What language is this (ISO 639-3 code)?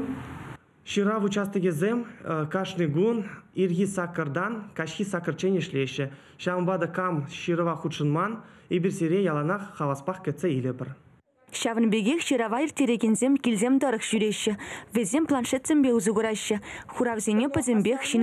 chv